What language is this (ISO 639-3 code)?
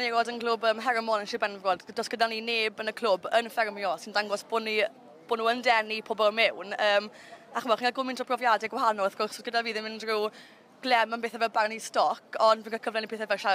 cym